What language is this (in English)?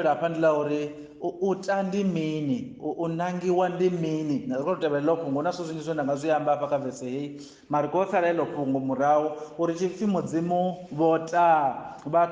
Venda